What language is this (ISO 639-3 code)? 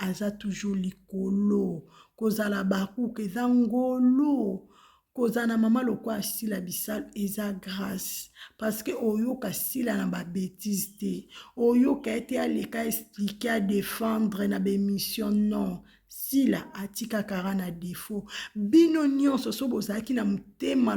lin